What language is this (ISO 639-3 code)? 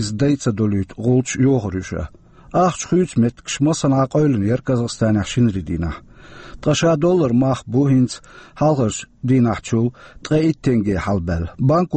che